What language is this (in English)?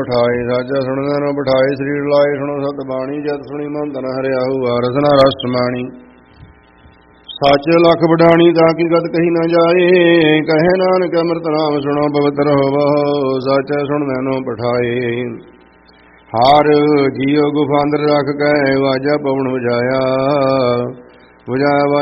Punjabi